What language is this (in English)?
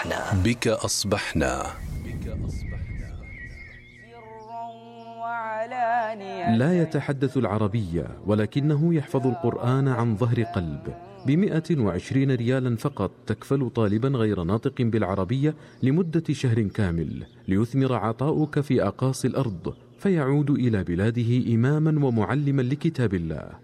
Arabic